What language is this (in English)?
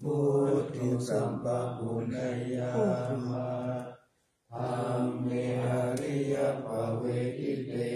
Pali